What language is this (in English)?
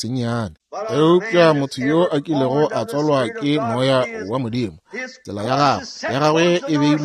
Northern Sotho